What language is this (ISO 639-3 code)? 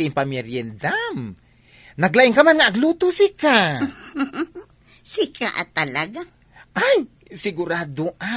ilo